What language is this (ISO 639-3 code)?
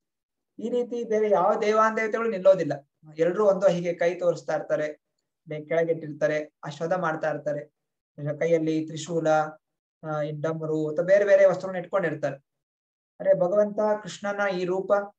kan